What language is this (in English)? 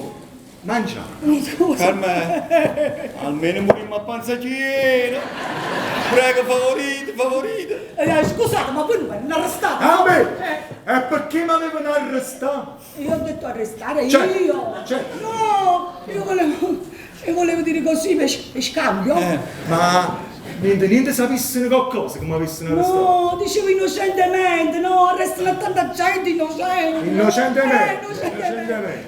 Neapolitan